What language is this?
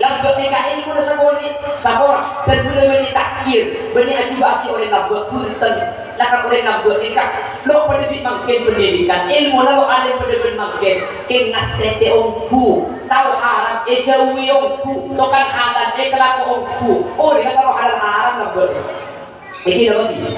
Madurese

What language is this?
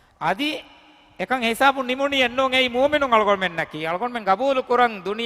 Divehi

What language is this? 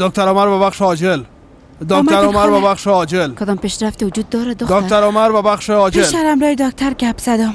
Persian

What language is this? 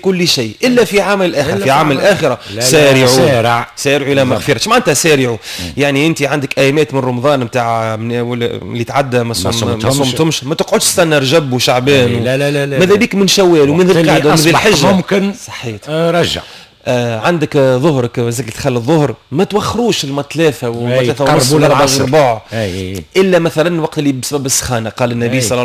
Tunisian Arabic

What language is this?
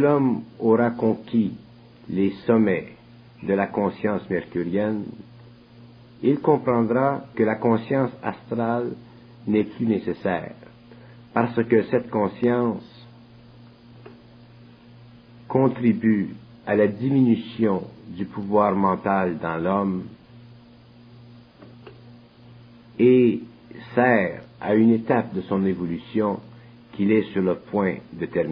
French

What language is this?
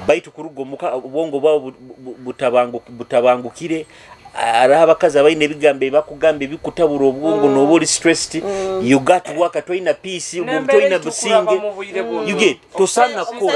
Nyoro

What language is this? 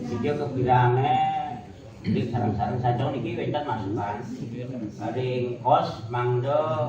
Balinese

